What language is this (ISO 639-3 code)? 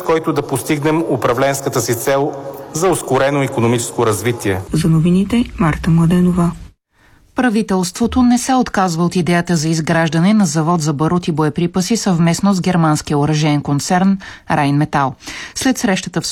bul